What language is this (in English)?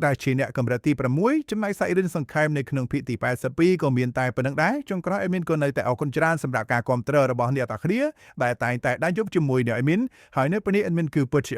Khmer